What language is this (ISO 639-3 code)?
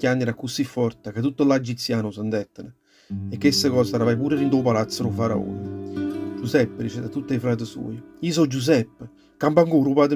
nap